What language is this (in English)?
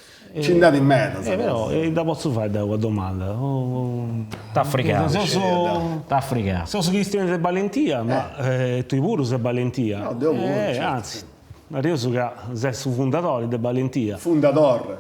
Sardinian